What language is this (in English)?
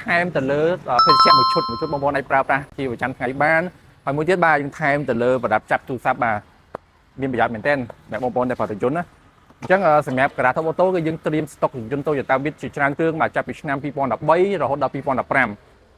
Khmer